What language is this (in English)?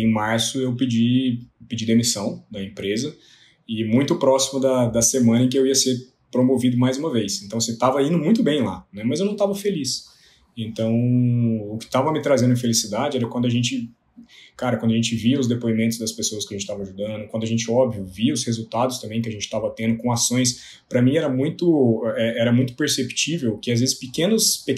Portuguese